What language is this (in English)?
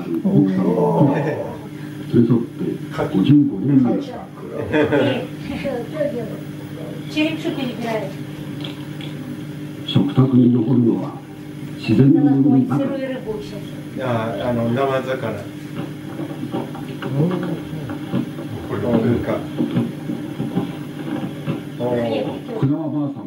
Japanese